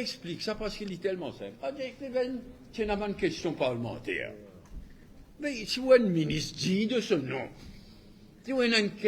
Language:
Morisyen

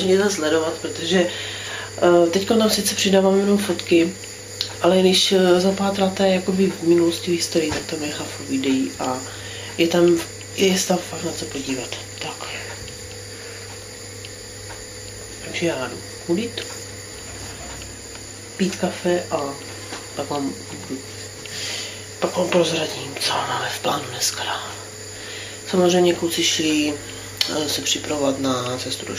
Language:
Czech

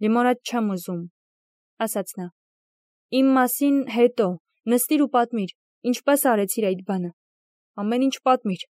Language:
Armenian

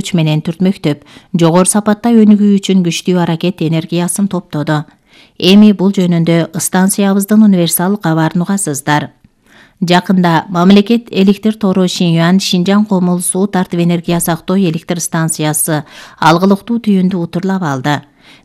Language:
Kyrgyz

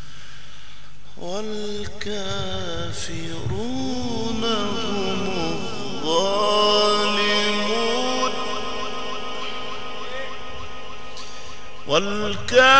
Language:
Arabic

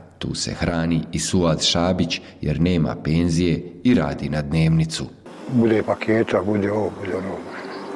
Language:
Bosnian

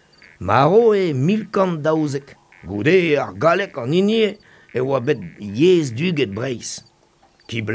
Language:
Breton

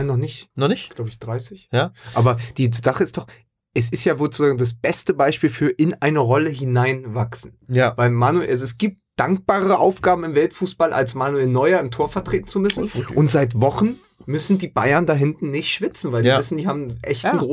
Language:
German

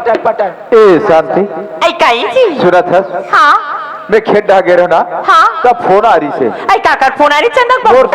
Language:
Chhattisgarhi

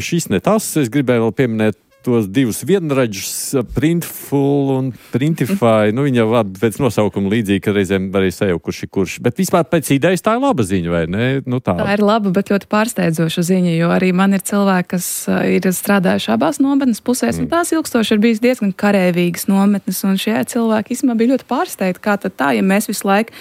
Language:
Latvian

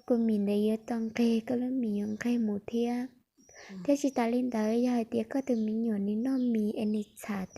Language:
Hmong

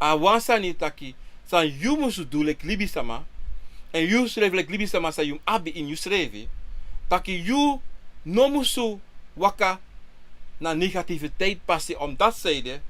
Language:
Sranan Tongo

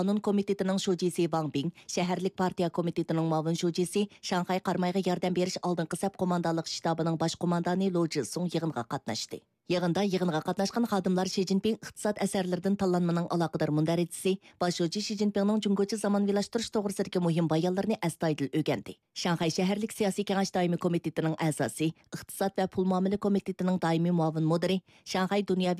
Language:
Uyghur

